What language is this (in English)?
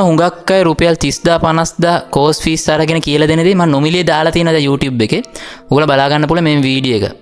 Sinhala